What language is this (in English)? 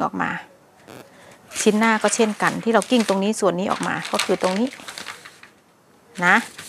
Thai